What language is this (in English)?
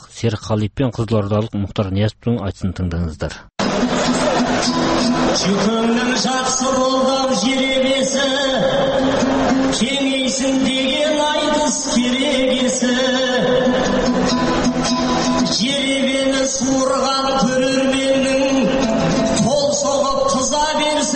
Kazakh